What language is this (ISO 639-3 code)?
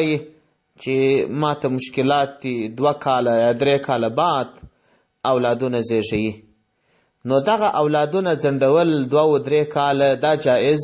pus